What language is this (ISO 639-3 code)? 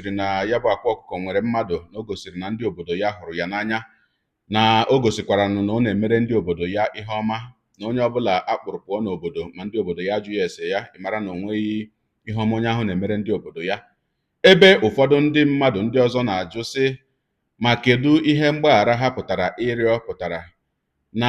ibo